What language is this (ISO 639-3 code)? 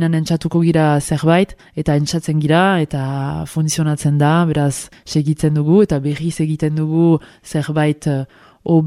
eus